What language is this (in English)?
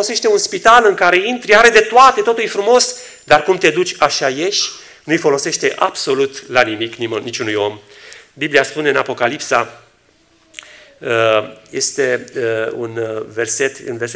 Romanian